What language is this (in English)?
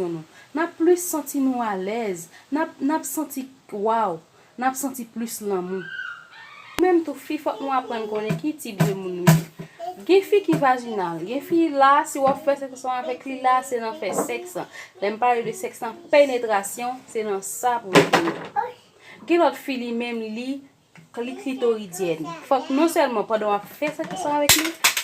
Haitian Creole